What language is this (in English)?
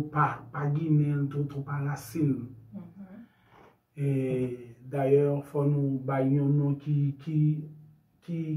Haitian Creole